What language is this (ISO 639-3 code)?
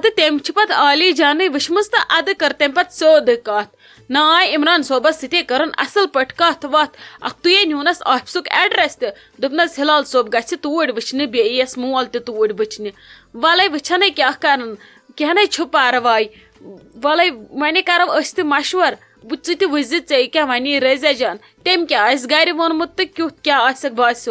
kas